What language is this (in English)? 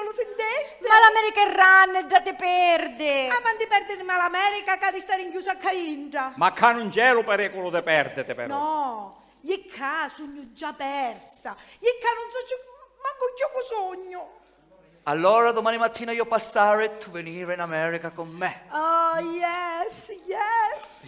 Sicilian